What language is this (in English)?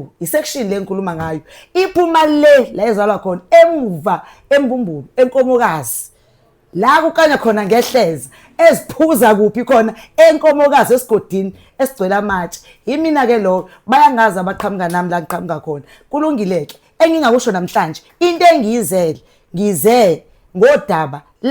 Zulu